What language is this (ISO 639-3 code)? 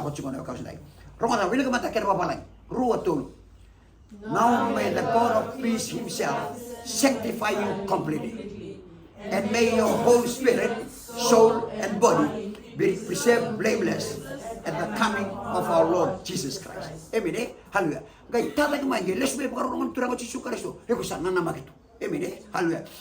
fij